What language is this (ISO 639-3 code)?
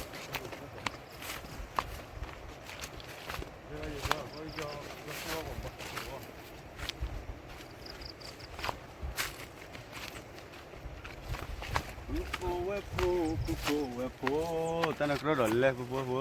ksw